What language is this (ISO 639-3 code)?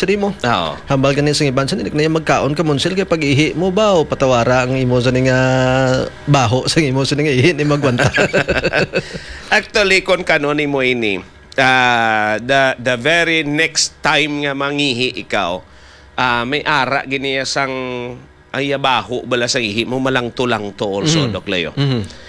hil